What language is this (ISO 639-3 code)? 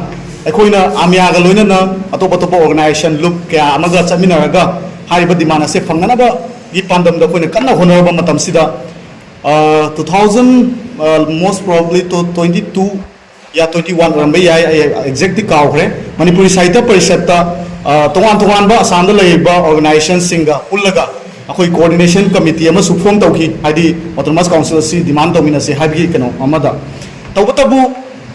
mni